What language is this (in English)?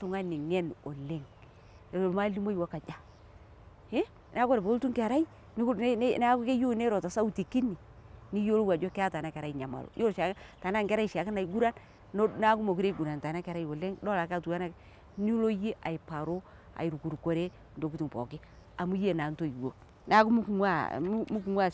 Masai